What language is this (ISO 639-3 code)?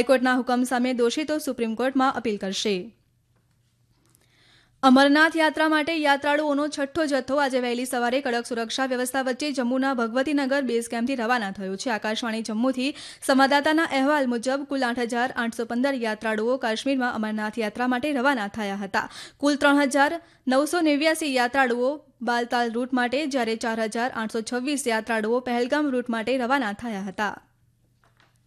guj